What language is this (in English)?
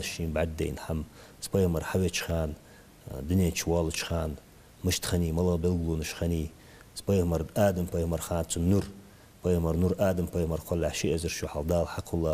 Ingush